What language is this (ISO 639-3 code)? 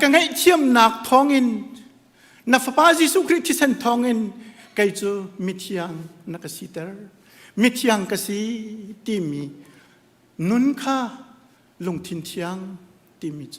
cnh